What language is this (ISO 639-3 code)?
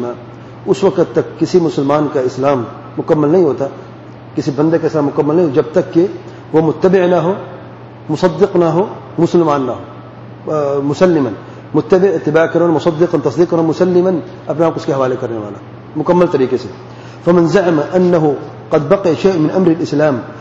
urd